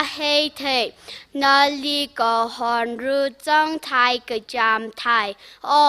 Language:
Tangkhul Naga (India)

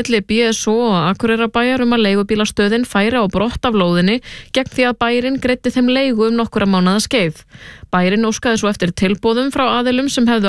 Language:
Icelandic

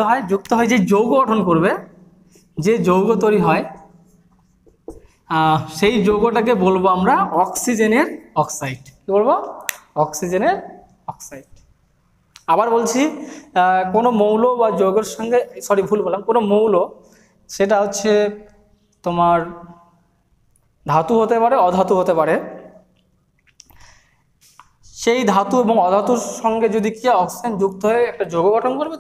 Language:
Bangla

